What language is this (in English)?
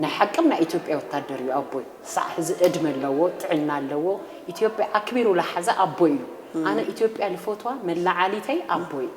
Tigrinya